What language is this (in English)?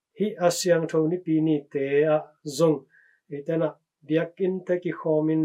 Tedim Chin